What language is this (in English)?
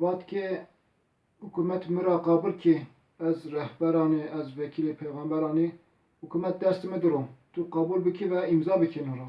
Zaza